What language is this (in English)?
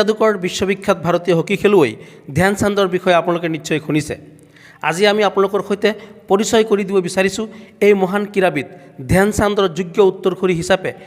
Assamese